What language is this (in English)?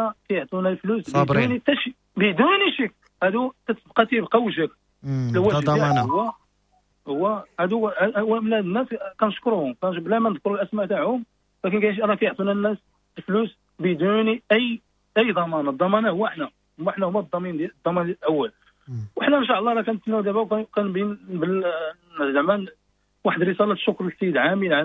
Moroccan Arabic